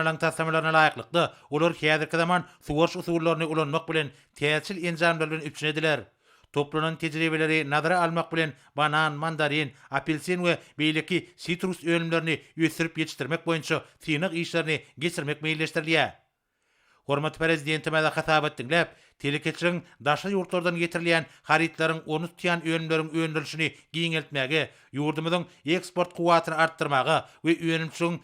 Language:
Turkmen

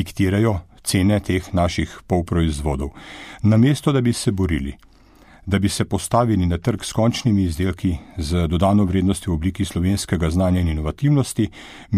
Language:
Slovenian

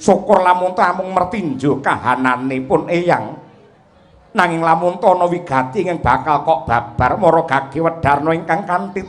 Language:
Javanese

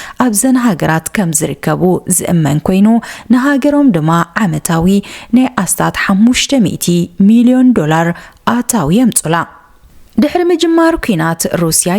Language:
Tigrinya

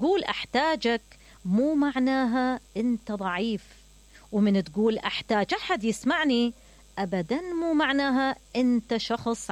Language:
Mesopotamian Arabic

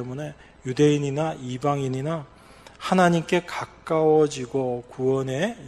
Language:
Korean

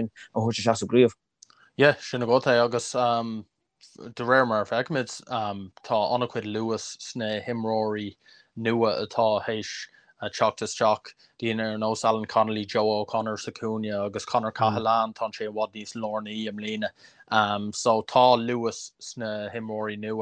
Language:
Irish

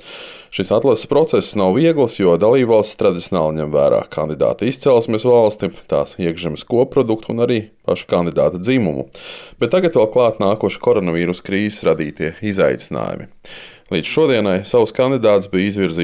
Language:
Latvian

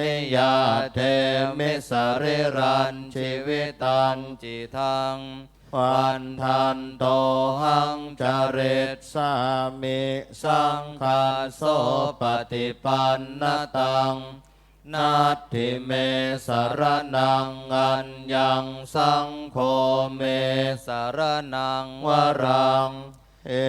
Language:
Pali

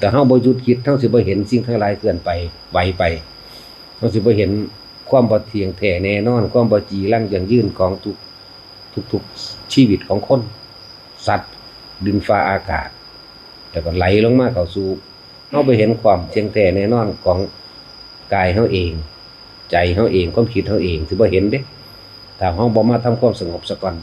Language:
Northeastern Thai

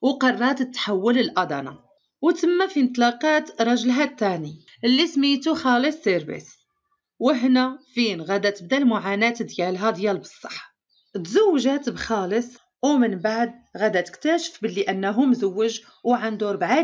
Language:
Moroccan Arabic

